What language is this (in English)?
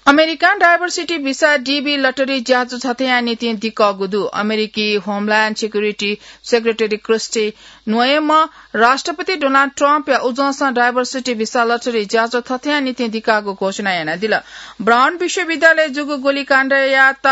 Newari